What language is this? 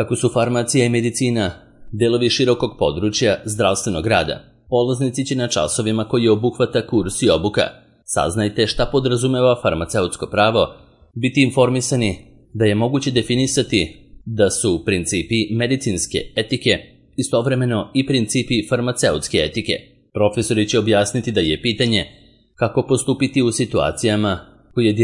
Serbian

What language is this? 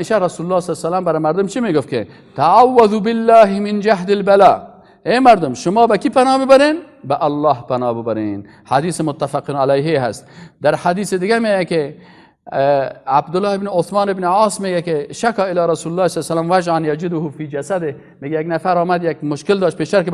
Persian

